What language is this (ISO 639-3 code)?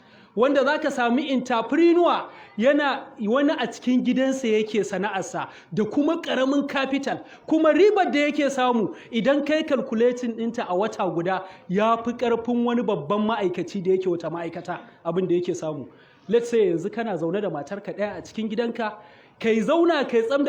hau